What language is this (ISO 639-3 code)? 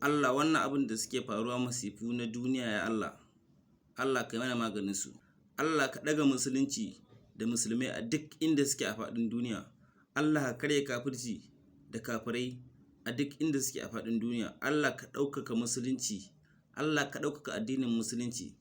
hau